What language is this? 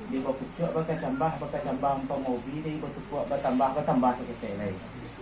Minangkabau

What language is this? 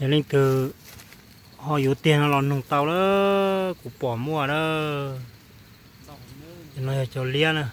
Hmong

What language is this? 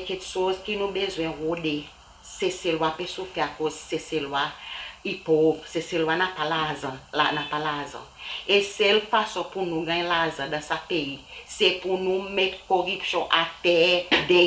Seselwa Creole French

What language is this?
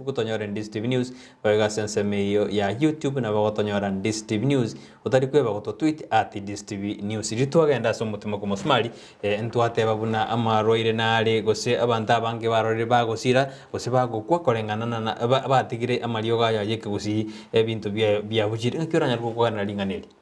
Gusii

